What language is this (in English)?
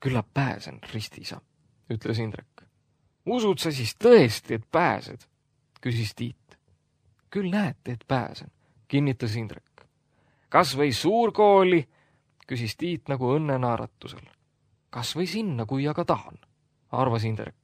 Estonian